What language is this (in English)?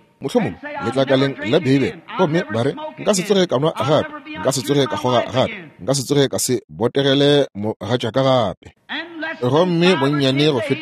Northern Sotho